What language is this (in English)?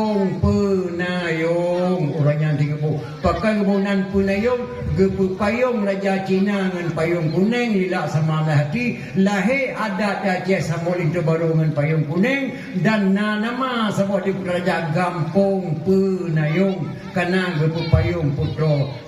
Achinese